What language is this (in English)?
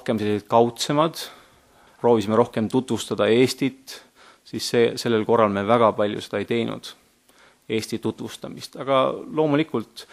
Estonian